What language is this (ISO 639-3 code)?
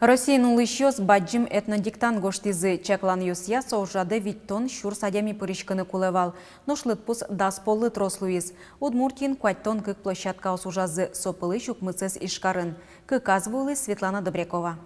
udm